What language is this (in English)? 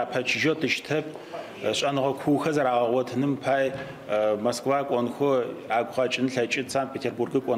Adyghe